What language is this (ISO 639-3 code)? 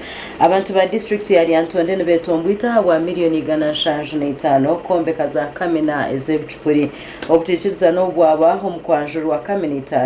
nyn